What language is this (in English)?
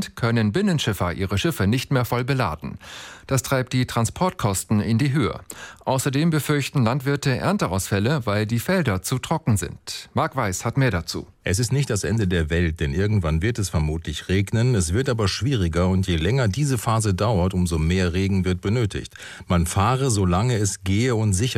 German